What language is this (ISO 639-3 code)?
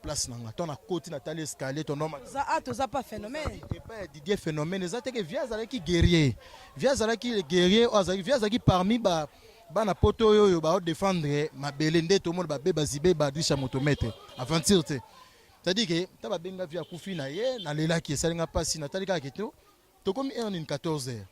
lin